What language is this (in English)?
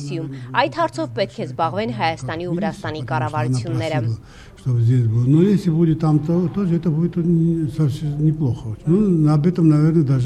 Armenian